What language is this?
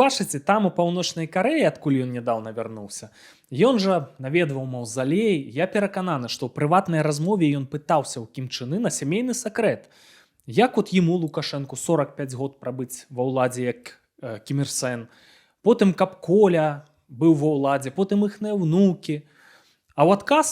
Belarusian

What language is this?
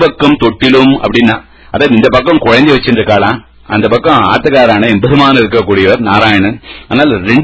Tamil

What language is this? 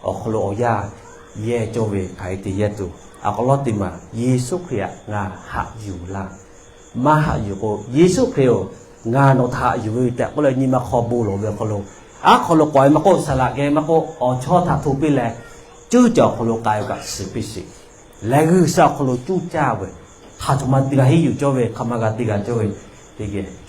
Lahu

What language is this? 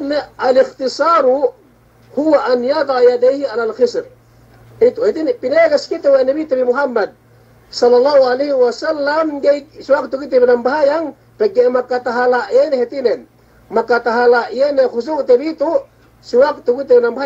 Yakan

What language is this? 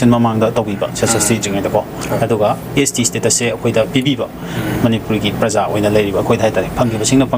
Manipuri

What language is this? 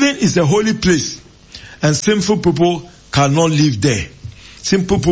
Akan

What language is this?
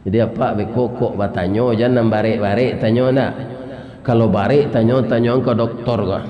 Minangkabau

